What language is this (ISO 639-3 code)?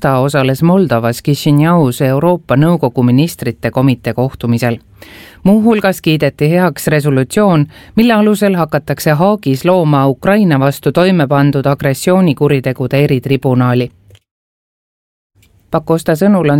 est